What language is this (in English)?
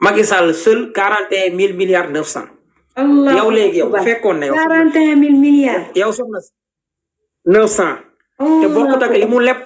Wolof